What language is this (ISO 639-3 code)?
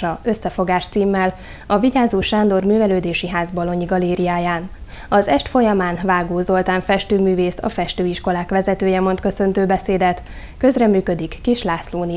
hun